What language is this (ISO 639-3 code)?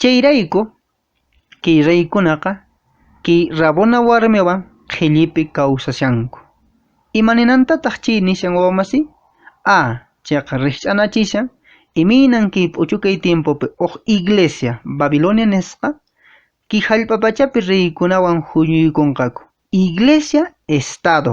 que